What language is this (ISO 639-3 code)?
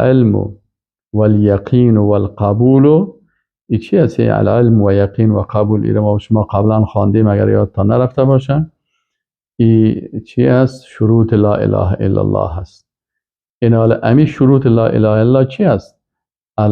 fas